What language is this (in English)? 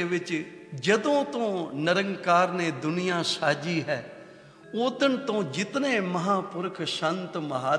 Punjabi